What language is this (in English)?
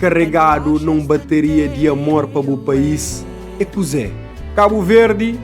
Kabuverdianu